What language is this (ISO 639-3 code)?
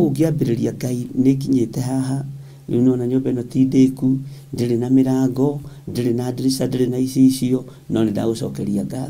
kik